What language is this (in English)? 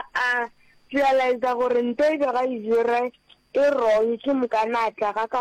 Northern Sotho